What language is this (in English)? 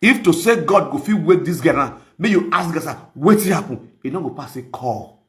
Nigerian Pidgin